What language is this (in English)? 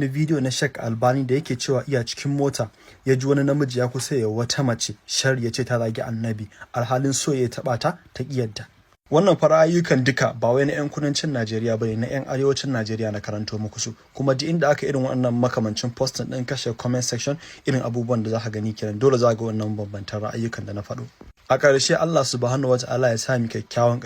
Hausa